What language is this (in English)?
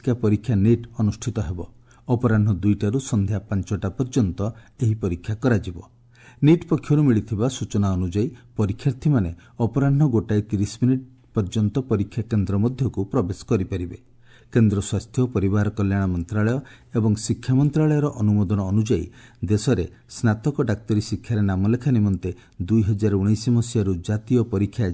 Odia